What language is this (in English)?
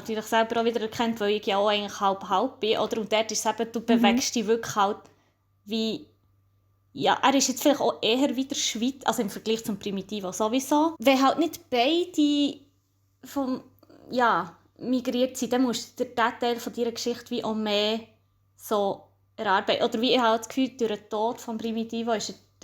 Swiss German